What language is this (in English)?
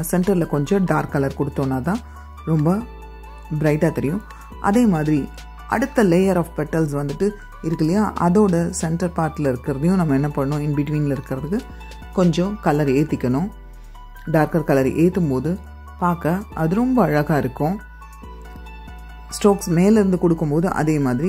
Tamil